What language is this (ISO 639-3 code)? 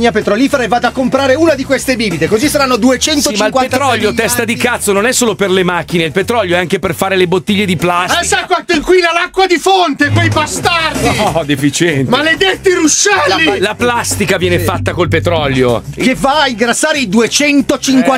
ita